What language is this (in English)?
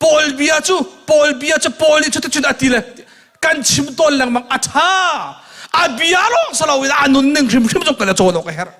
Hakha Chin